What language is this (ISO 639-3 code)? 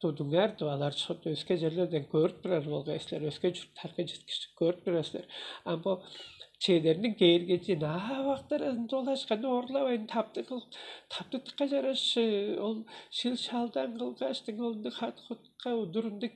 tyv